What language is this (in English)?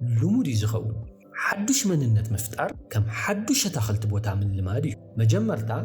Tigrinya